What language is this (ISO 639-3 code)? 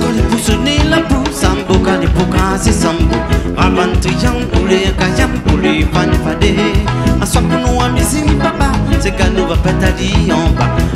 rcf